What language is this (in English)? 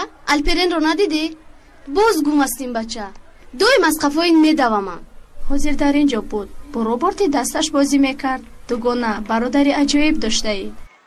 Tajik